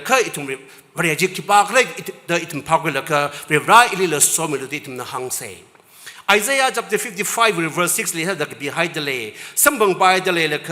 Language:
Tangkhul Naga (India)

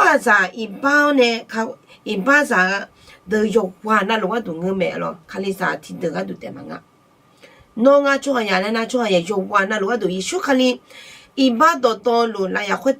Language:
Akha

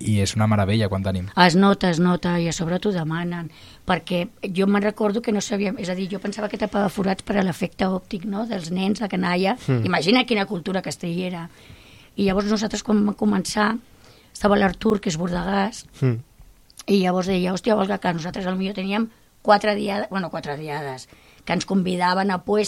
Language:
Catalan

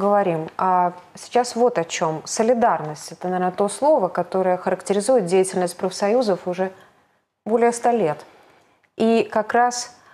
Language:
Russian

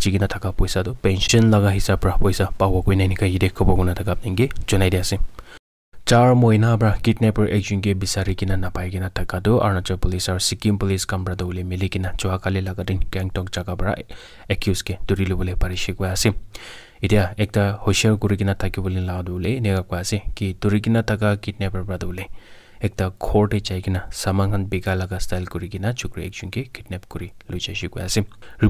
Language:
Naga Pidgin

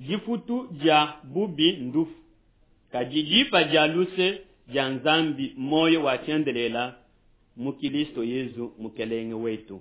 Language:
Luba-Lulua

